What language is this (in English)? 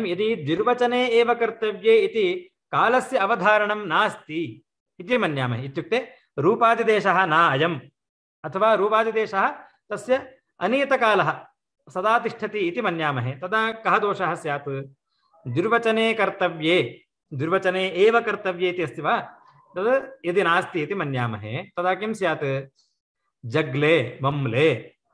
Sanskrit